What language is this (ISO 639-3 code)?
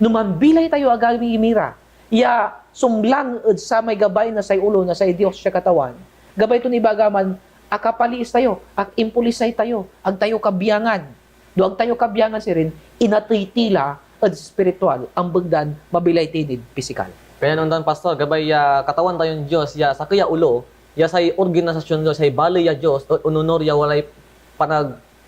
pag